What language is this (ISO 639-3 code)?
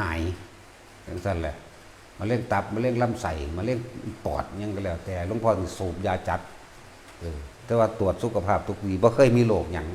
tts